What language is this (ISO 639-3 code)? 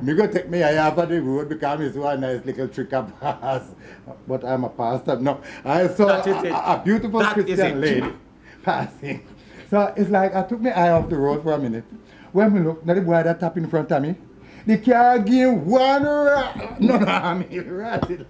jam